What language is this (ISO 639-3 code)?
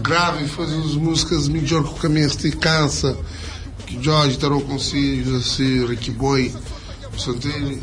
kea